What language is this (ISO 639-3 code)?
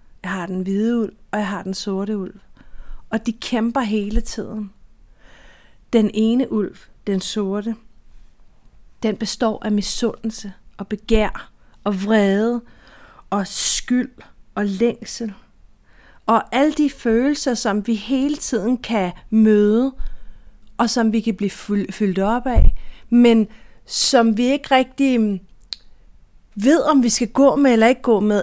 dan